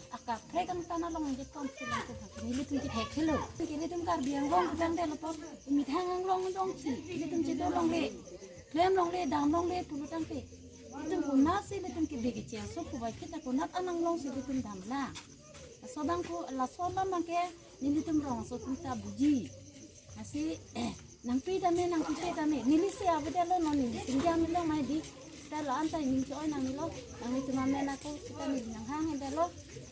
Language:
Karbi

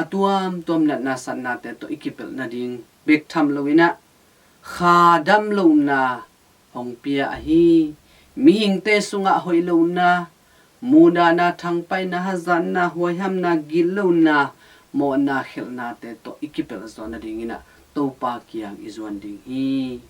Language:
Tedim Chin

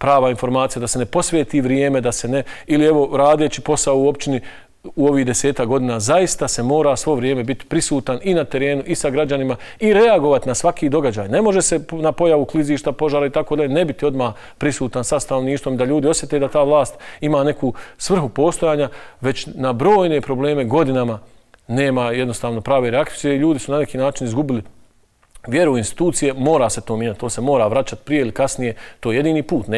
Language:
Bosnian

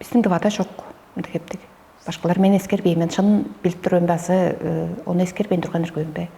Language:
Tuvinian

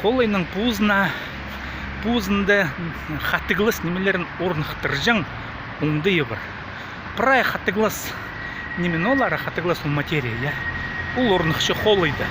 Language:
Khakas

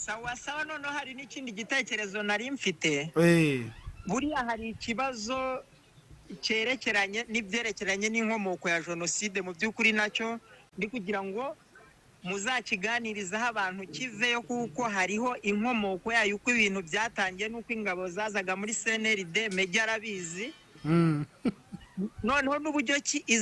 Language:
Kinyarwanda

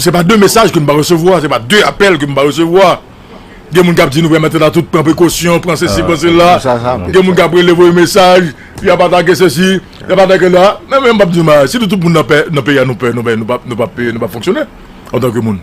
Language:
Haitian Creole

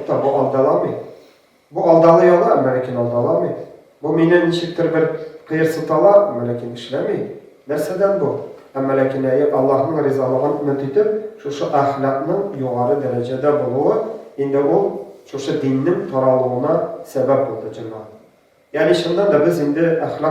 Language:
Tatar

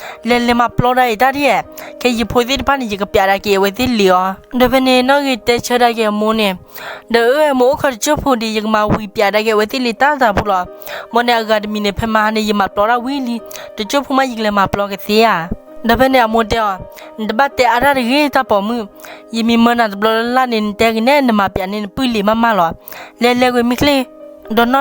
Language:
S'gaw Karen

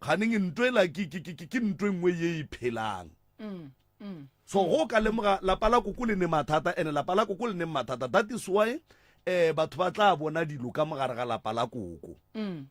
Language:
Northern Sotho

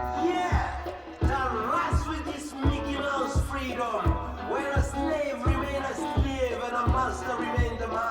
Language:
Venda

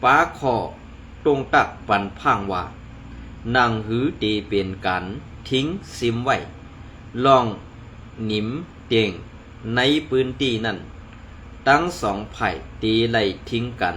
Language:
Shan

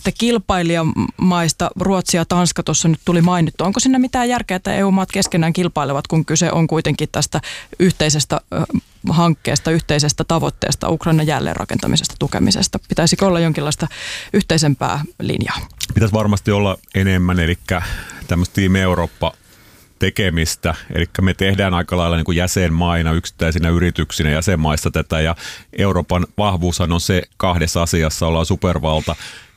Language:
Finnish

